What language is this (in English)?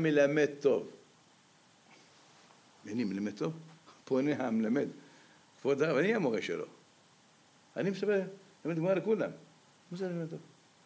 Hebrew